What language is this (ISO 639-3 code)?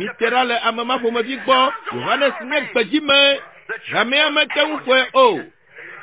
ewe